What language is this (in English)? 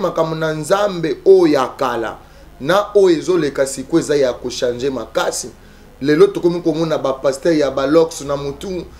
Lingala